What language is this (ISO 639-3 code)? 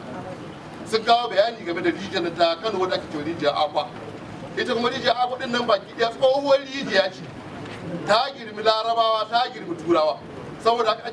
hau